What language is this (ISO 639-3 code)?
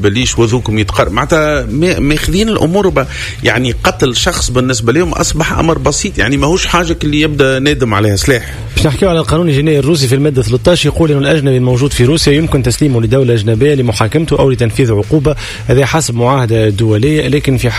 aeb